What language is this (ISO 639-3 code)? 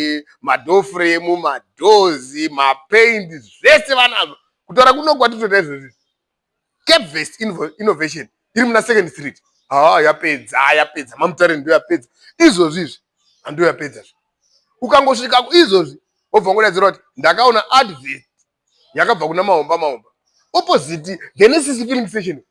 sna